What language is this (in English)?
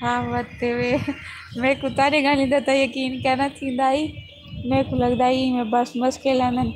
Saraiki